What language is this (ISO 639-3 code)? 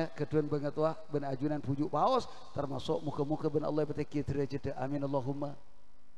mad